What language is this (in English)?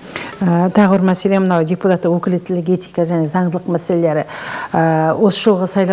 Kazakh